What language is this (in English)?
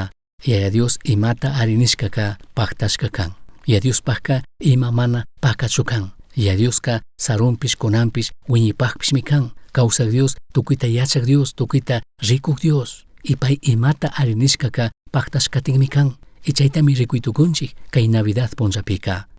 Chimborazo Highland Quichua